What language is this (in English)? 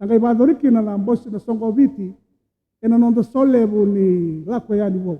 Fijian